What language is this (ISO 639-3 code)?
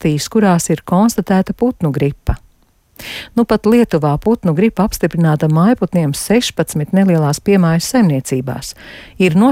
lav